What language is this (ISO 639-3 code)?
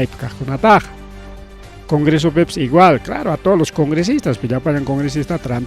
quy